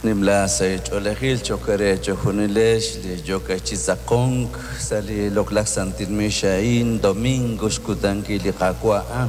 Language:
Kekchí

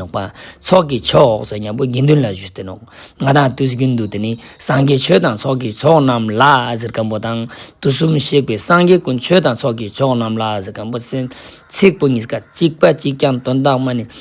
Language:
Ladakhi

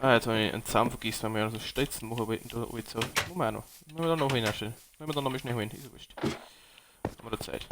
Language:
Bavarian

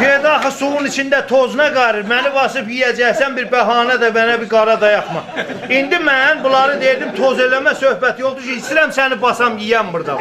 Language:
South Azerbaijani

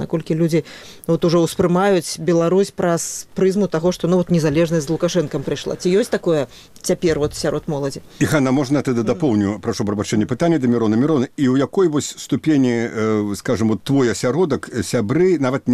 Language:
Belarusian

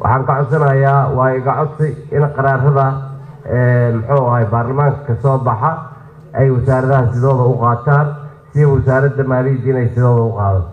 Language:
Somali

